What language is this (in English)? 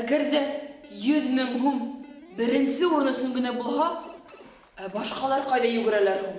Bashkir